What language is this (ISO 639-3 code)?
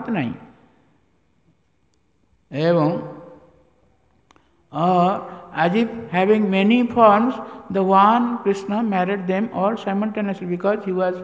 ori